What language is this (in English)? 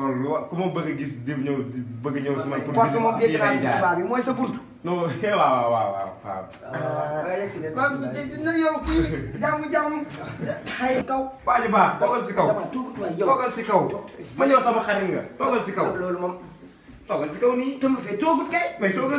Wolof